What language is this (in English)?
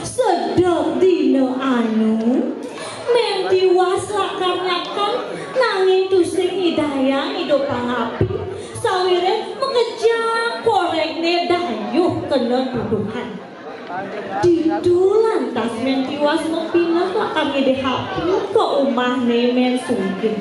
Balinese